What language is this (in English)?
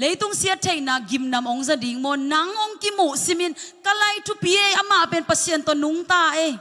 Tedim Chin